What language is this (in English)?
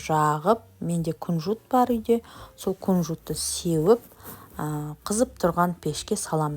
Kazakh